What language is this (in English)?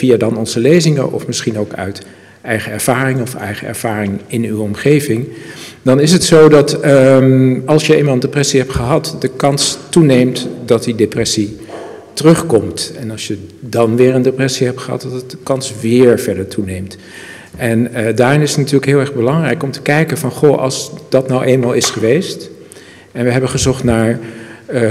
Dutch